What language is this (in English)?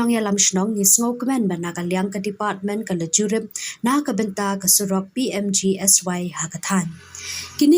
Khasi